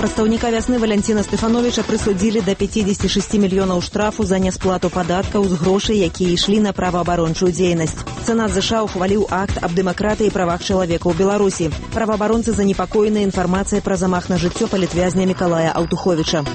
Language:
Belarusian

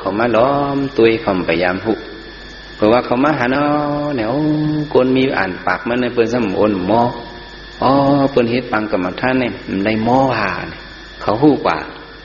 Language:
Shan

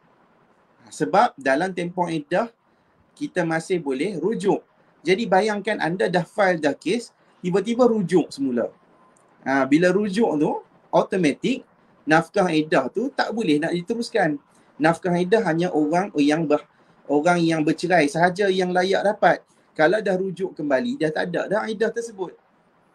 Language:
Malay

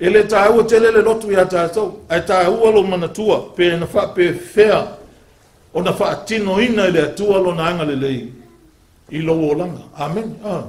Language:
Samoan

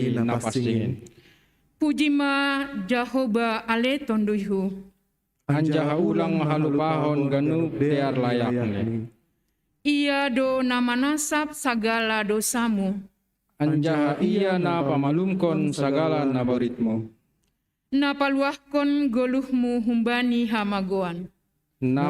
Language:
Batak Simalungun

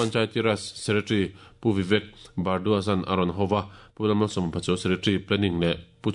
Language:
Mizo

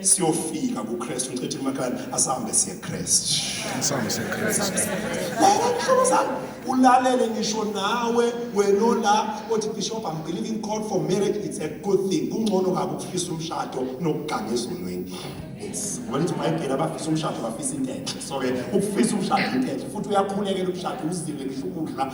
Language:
Zulu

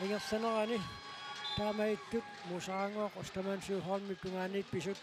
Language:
Kalaallisut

